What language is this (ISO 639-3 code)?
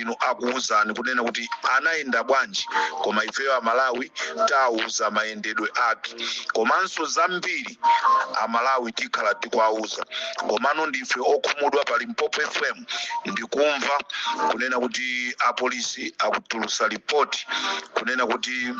nya